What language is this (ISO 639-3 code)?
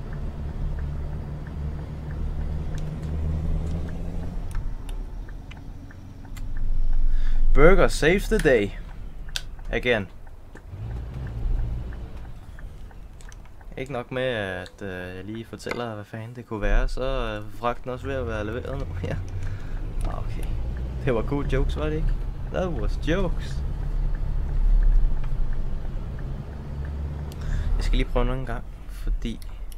dan